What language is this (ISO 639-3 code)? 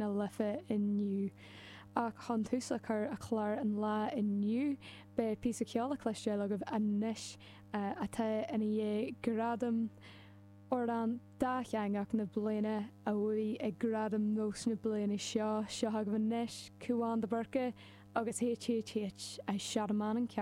gle